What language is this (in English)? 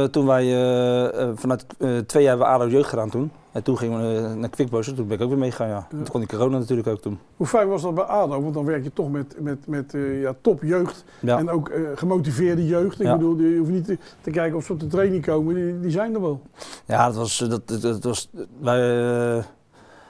Dutch